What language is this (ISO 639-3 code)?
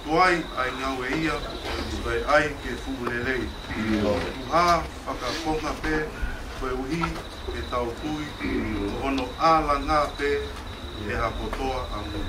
ton